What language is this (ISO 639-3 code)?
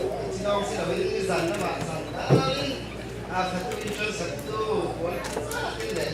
cfm